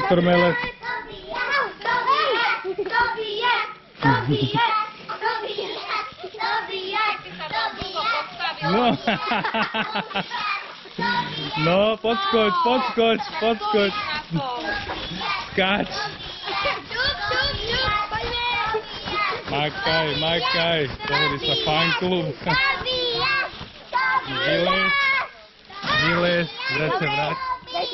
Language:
Slovak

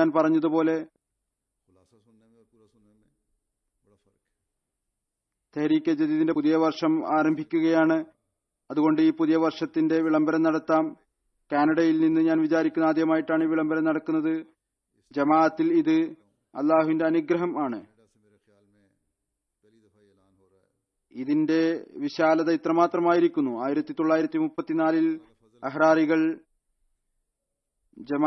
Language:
Malayalam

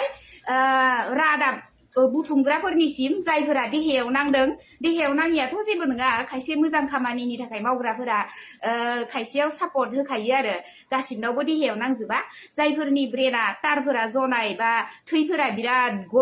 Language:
Bodo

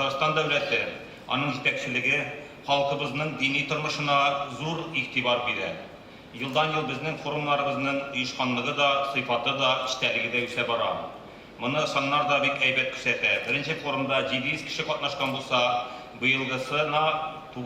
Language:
Tatar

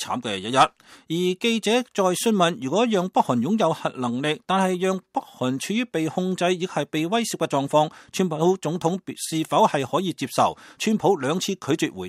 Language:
Cantonese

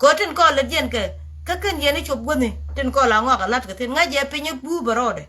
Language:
Nuer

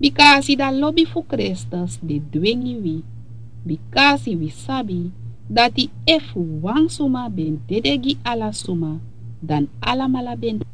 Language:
Sranan Tongo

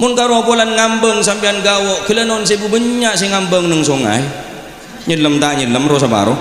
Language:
Madurese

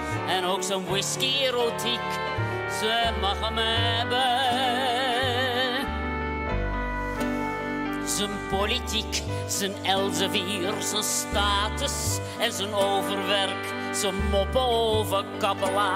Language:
Dutch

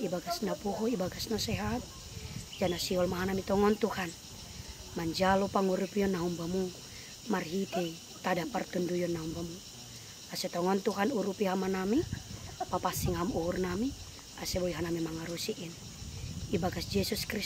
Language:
Batak Simalungun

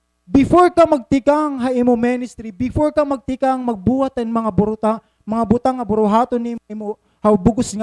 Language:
Waray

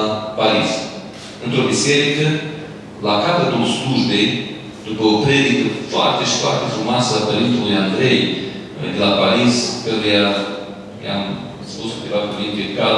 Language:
Romanian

